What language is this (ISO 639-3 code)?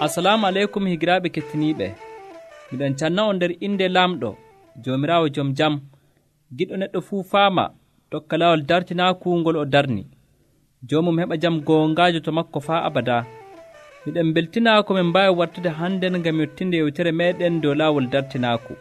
fuv